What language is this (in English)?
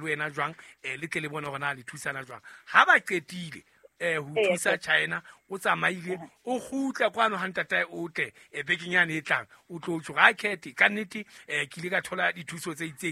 Southern Sotho